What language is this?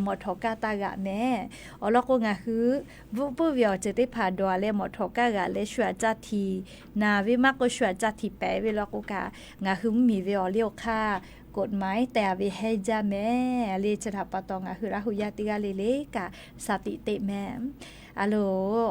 Lahu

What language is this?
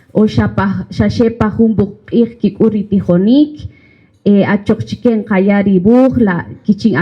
Kaqchikel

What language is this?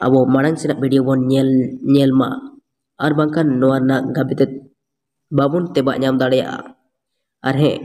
Santali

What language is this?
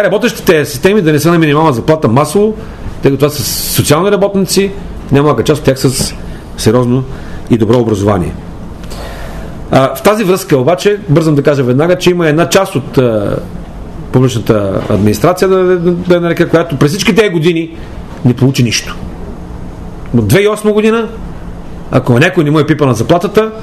Bulgarian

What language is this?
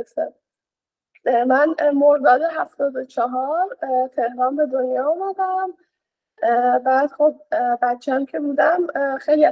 Persian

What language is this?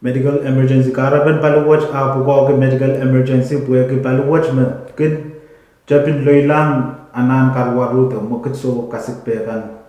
Pohnpeian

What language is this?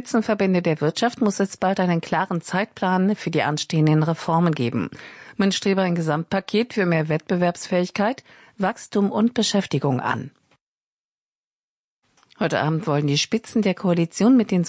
German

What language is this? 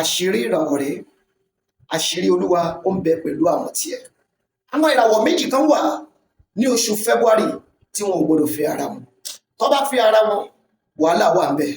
Yoruba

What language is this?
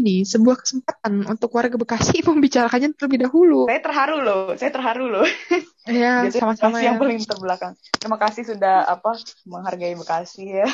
Indonesian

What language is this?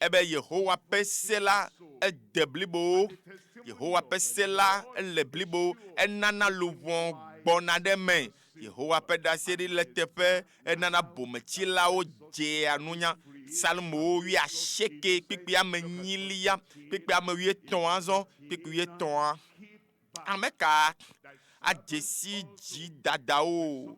Ewe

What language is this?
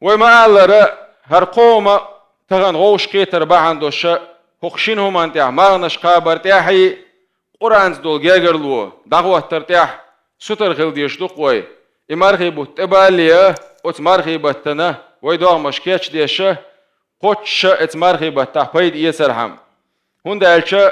Chechen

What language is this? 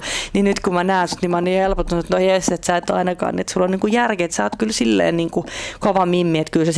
Finnish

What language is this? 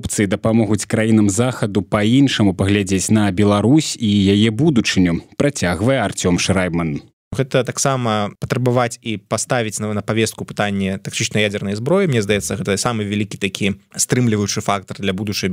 Belarusian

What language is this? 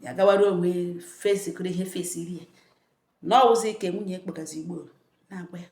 Igbo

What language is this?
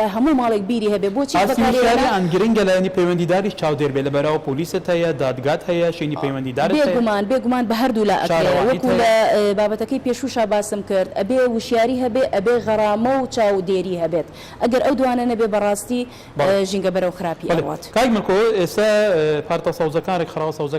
Central Kurdish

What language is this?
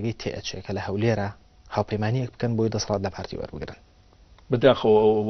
Central Kurdish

